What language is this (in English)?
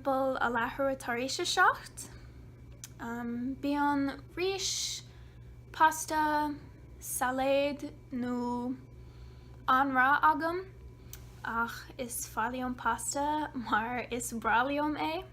Irish